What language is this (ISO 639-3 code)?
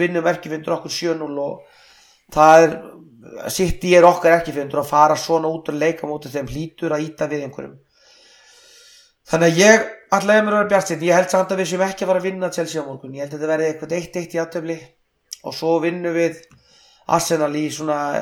isl